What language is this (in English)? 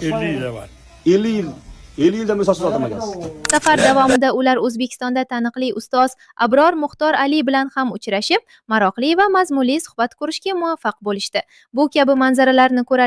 Uzbek